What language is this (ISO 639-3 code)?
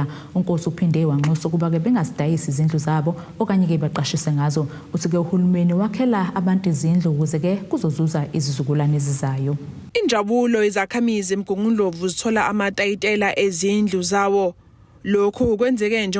zul